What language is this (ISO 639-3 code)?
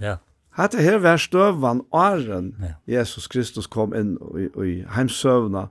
fao